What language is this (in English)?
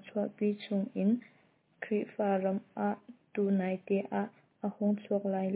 Hakha Chin